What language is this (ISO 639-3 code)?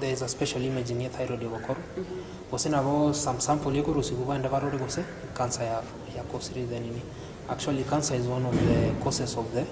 guz